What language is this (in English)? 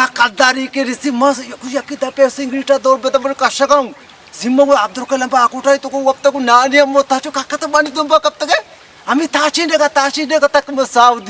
Baluchi